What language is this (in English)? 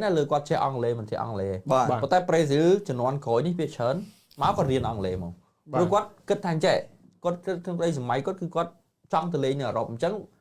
Khmer